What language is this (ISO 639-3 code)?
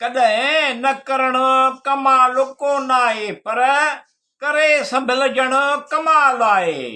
snd